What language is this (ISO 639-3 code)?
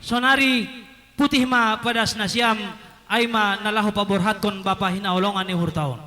bts